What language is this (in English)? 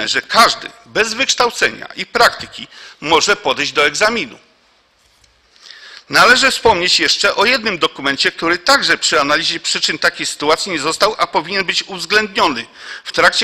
Polish